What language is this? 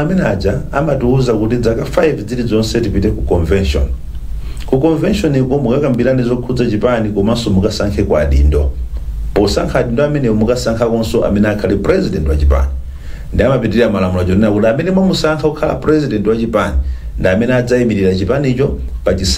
Nyanja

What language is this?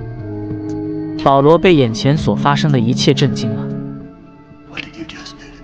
Chinese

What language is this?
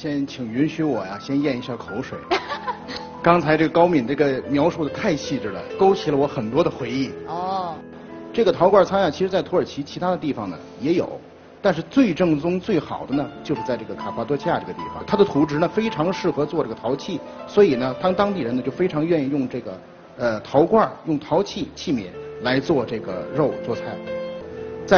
Chinese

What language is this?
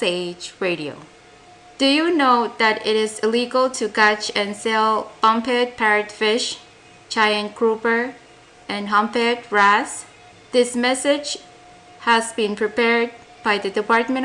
Pohnpeian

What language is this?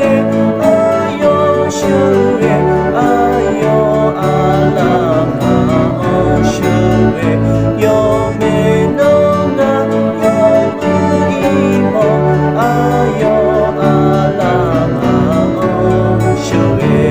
Akha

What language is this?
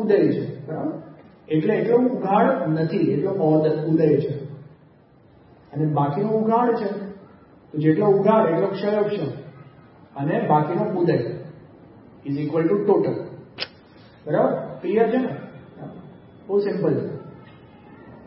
Gujarati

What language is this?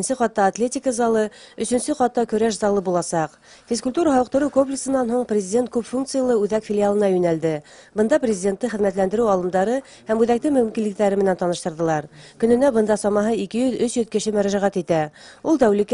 Bashkir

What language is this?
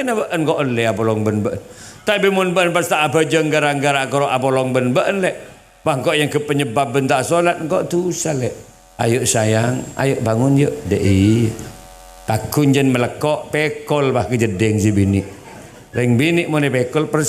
Madurese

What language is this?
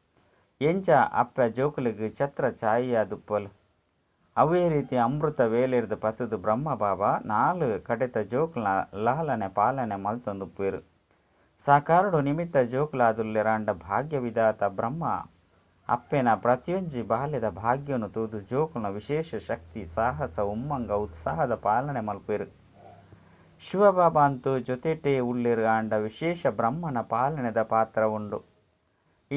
Tulu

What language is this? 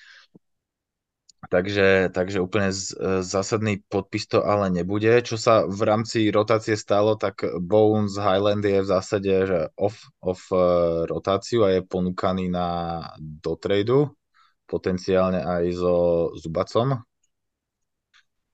Slovak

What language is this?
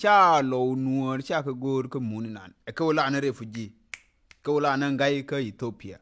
Nuer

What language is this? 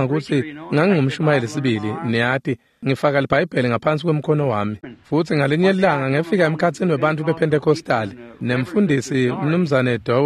Swati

